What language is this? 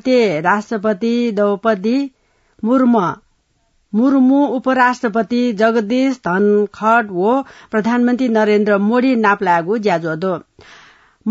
Newari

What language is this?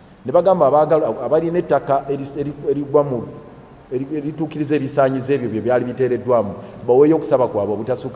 Ganda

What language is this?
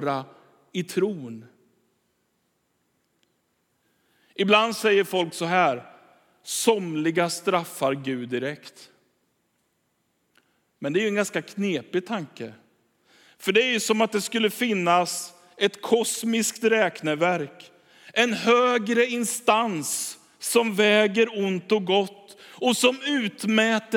Swedish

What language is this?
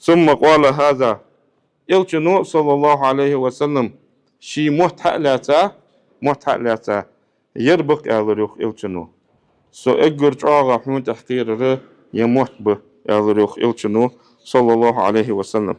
Ingush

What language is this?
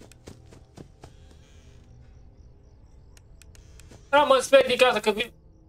Romanian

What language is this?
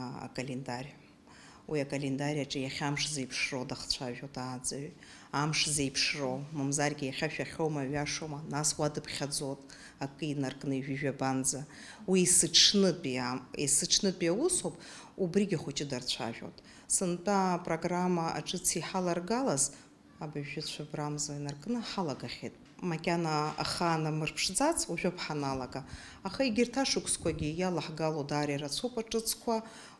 Abkhazian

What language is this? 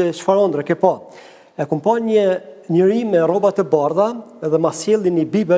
Albanian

